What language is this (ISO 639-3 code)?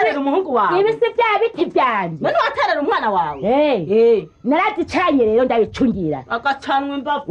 run